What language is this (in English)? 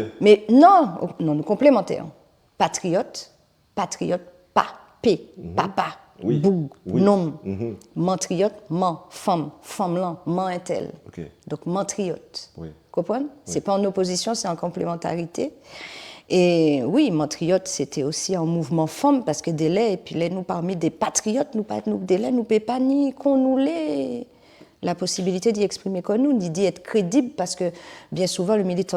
Guadeloupean Creole French